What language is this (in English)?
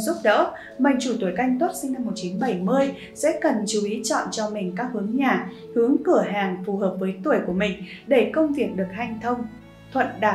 Vietnamese